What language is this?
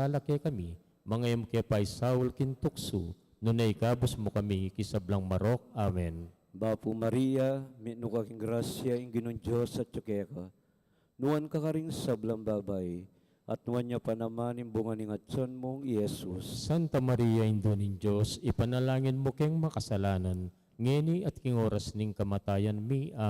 Pampanga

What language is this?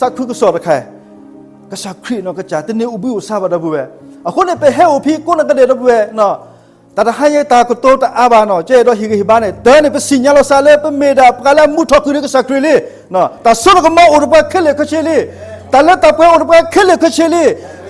S'gaw Karen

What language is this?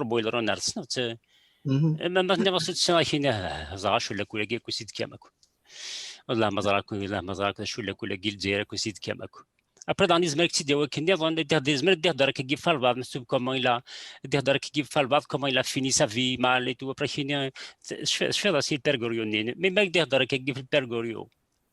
Kabyle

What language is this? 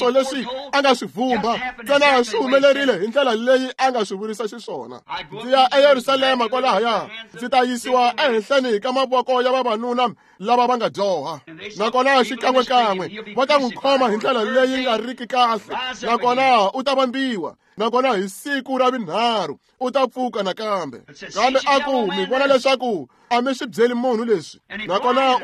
Tsonga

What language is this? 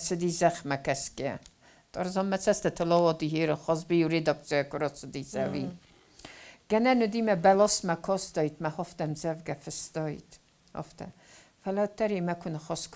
Ossetic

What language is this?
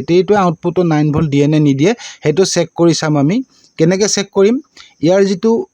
Assamese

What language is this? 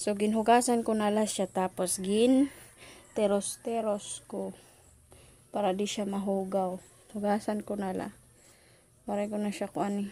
Waray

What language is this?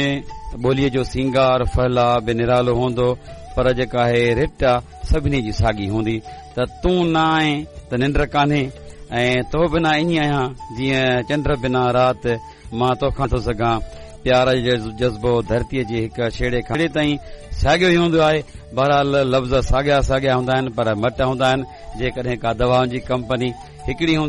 Sindhi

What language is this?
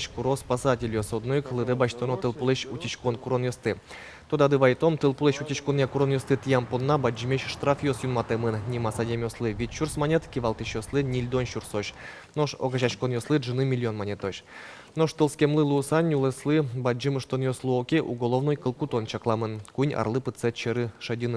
Udmurt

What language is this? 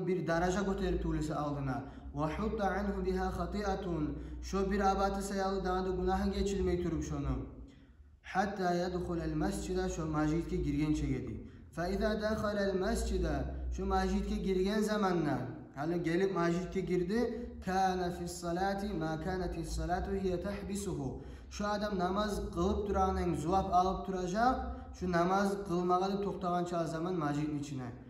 Kumyk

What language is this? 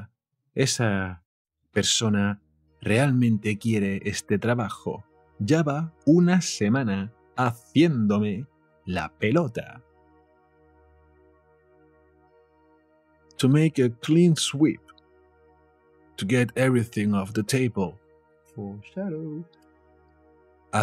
Spanish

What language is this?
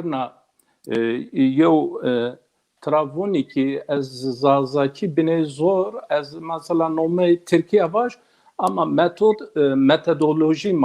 Zaza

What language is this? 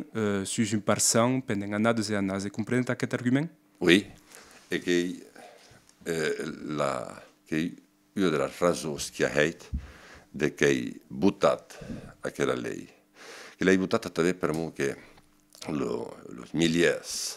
Occitan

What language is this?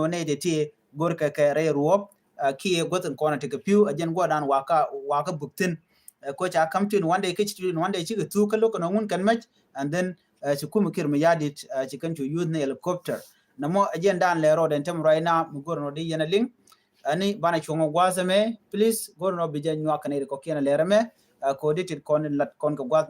Nuer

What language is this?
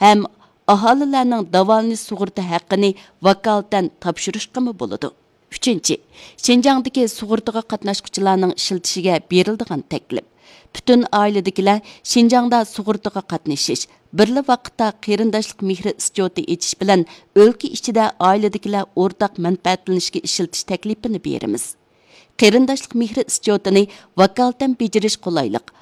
Uyghur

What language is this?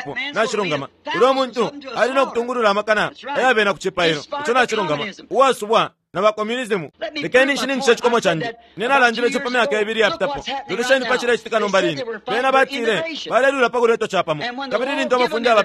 Bemba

